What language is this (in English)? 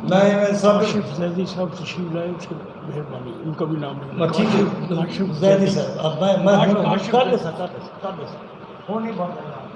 Saraiki